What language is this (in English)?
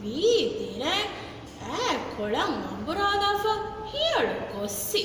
Divehi